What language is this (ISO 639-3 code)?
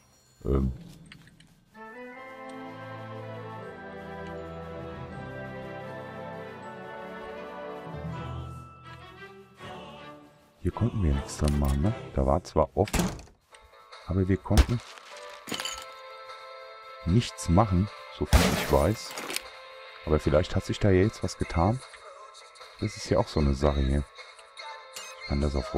deu